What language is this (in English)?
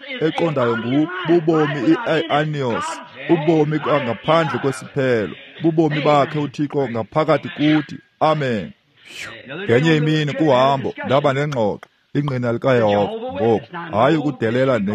Xhosa